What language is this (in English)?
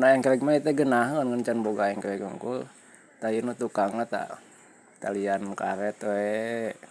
Sundanese